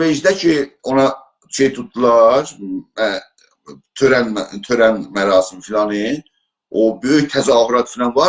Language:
South Azerbaijani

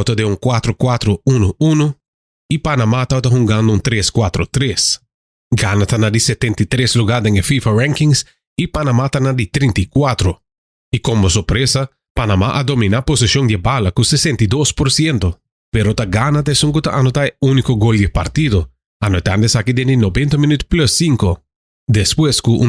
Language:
Papiamento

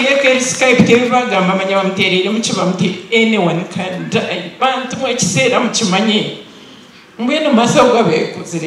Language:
Nyankole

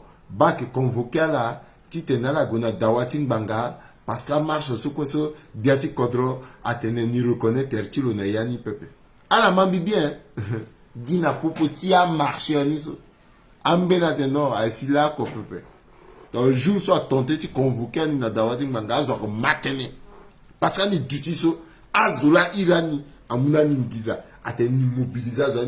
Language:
Sango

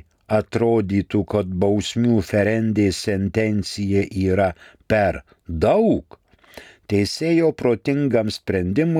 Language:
Lithuanian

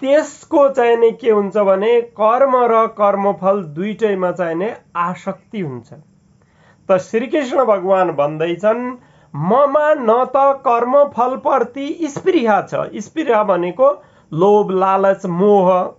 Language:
Nepali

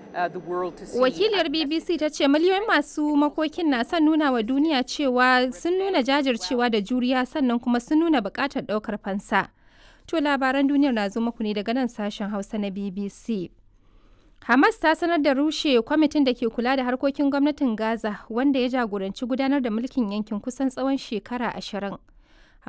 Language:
Hausa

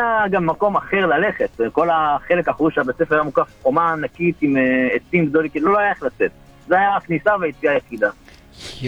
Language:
Hebrew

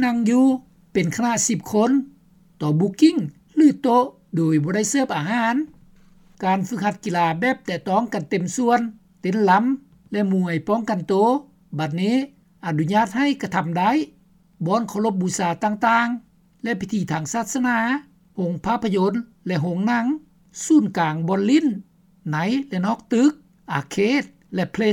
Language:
Lao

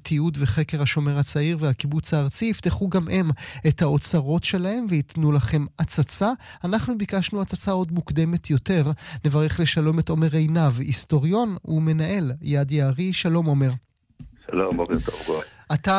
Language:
Hebrew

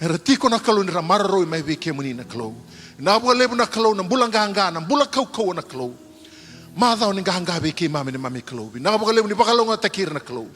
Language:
Fijian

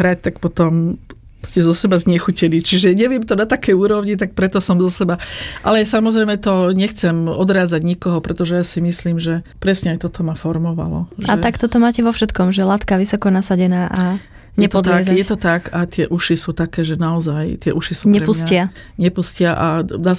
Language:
Slovak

